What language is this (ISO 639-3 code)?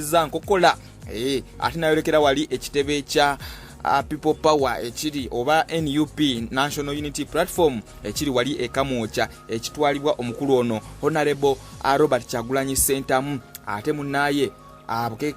lug